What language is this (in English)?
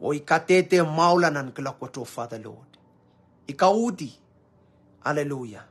Pohnpeian